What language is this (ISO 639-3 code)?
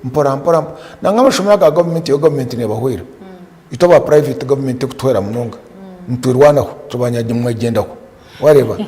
nyn